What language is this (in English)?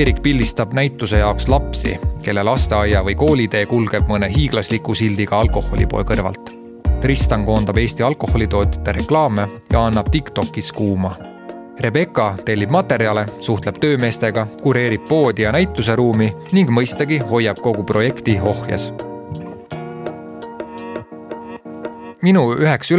Estonian